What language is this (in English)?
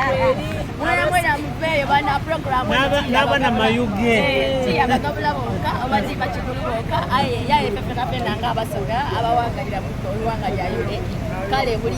Soga